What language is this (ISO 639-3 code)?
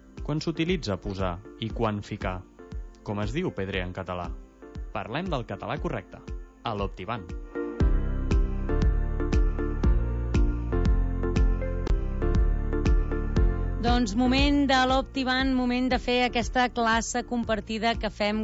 cat